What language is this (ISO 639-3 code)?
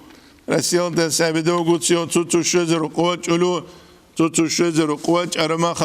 ava